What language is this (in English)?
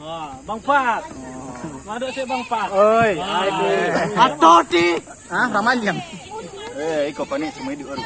Minangkabau